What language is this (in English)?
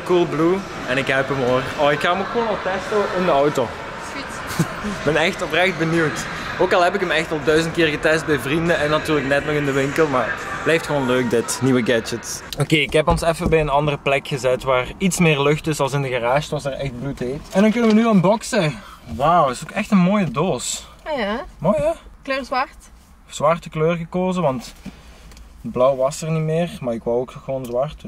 Dutch